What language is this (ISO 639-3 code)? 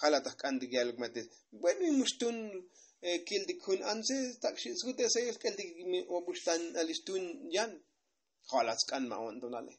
tzo